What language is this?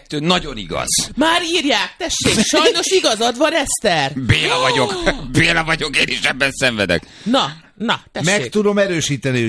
Hungarian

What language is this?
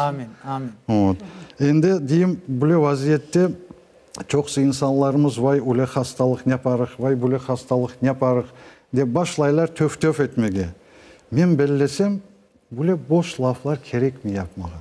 Crimean Tatar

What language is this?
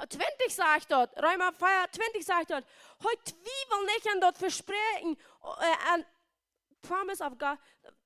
Plautdietsch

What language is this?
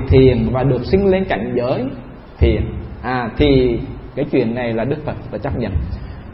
Vietnamese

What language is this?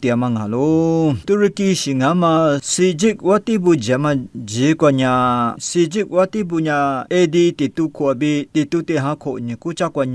Lisu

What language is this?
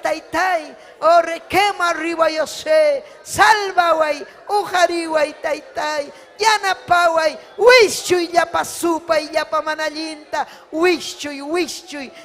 Ayacucho Quechua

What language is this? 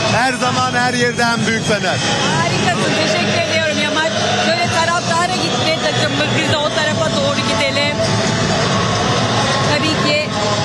Turkish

